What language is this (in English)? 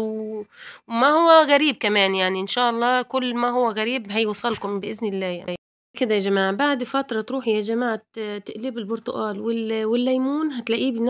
Egyptian Arabic